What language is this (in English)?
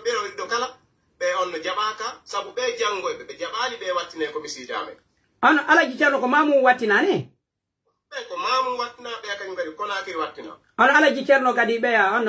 Pular